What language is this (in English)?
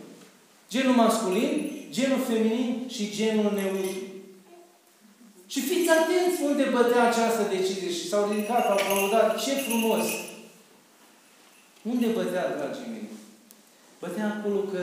Romanian